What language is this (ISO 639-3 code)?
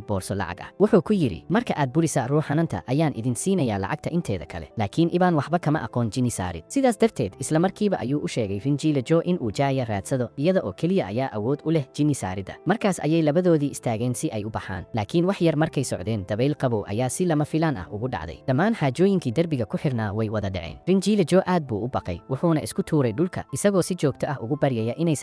som